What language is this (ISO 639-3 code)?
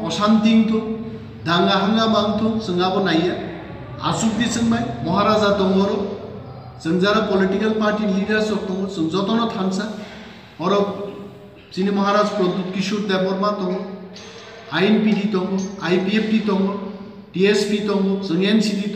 trp